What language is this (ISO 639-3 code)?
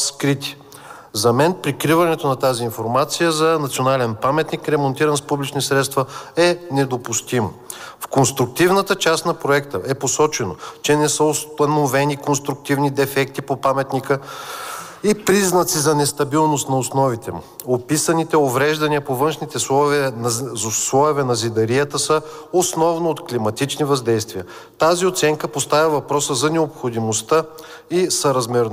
bul